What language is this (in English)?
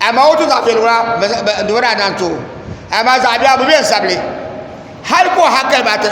Dagbani